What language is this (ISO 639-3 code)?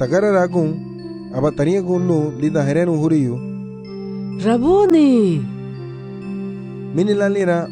cab